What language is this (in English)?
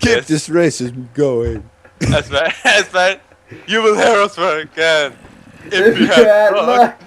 Faroese